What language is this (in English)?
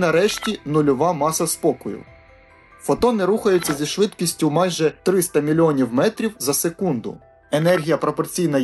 Ukrainian